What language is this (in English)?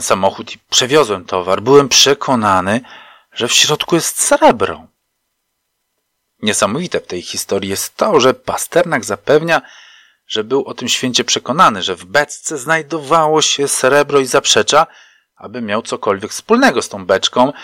Polish